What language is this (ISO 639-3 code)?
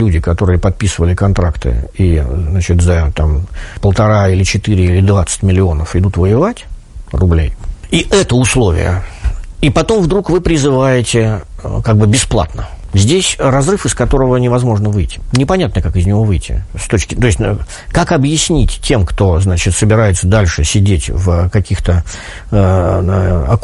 rus